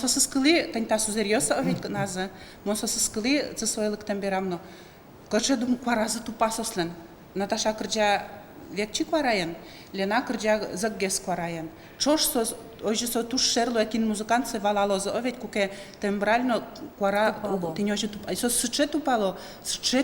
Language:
Udmurt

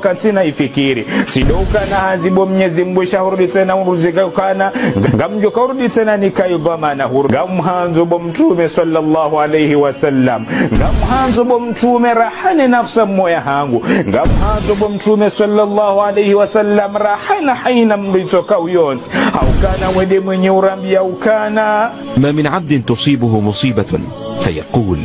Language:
Ngazidja Comorian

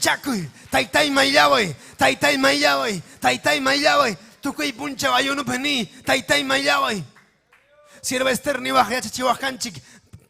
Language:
Ayacucho Quechua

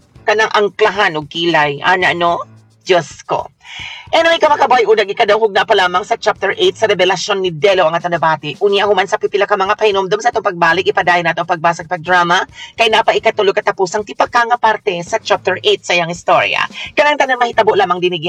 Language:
Cebuano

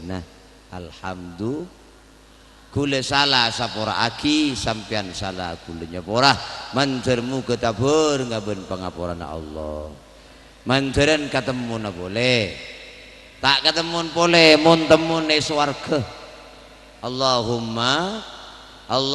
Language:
Madurese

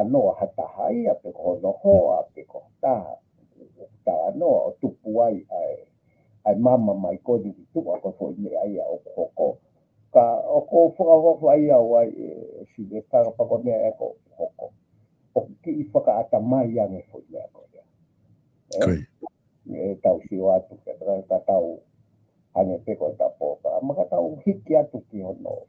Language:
Tongan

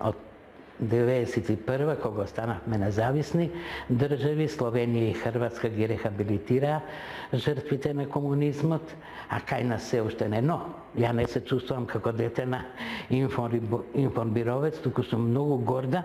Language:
Macedonian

